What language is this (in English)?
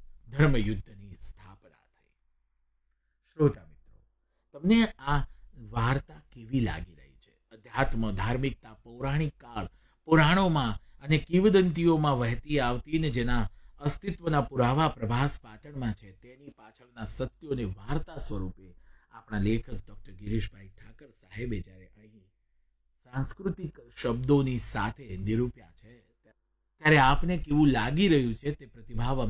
Gujarati